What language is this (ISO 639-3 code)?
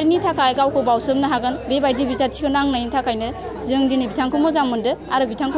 brx